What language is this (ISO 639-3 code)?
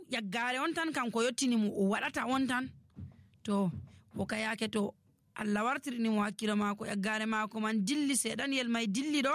fuv